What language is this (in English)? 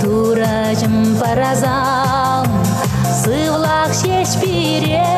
Chuvash